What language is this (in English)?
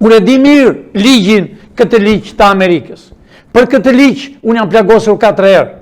Albanian